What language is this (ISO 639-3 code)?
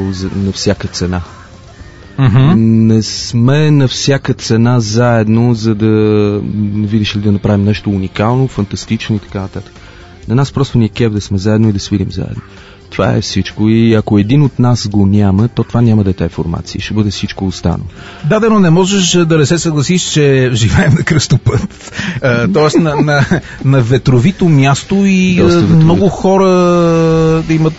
bul